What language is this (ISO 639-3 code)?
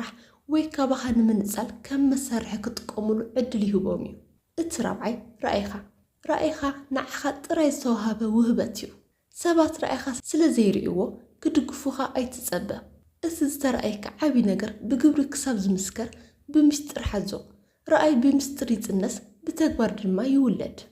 tir